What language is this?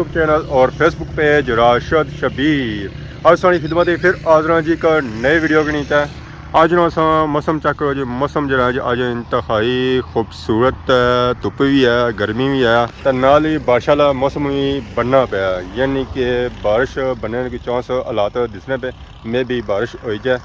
Pahari-Potwari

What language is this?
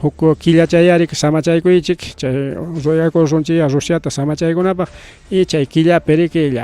Ayacucho Quechua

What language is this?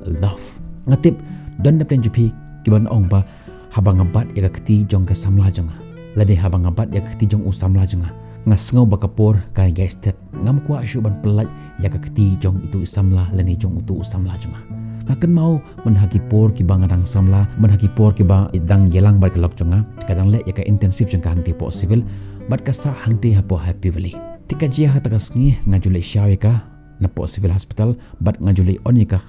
Khasi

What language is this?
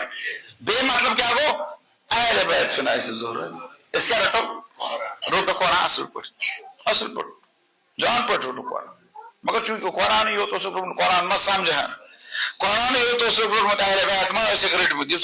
Kashmiri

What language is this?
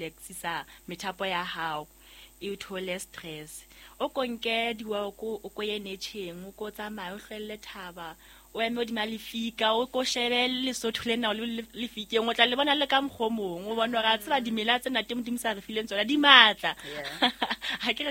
Southern Sotho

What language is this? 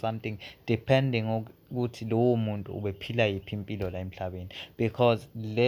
Zulu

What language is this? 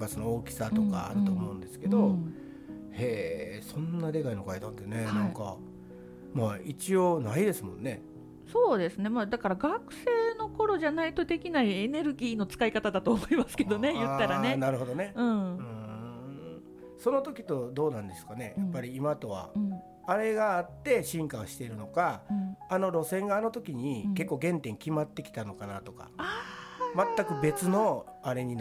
Japanese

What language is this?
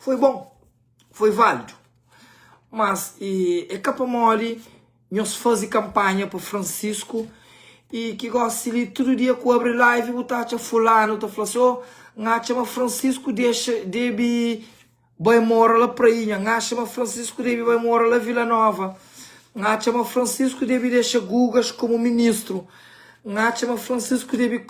Kabuverdianu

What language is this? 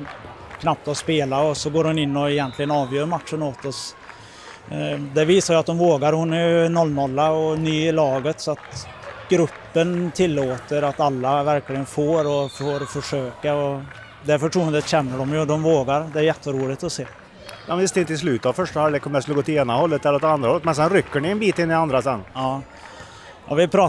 Swedish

